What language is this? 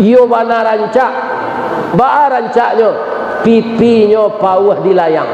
Minangkabau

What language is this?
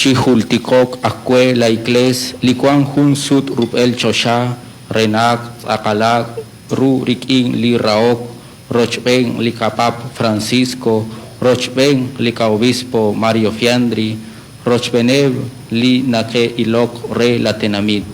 Kekchí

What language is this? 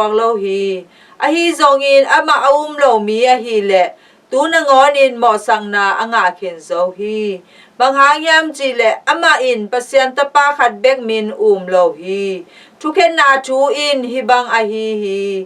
Tedim Chin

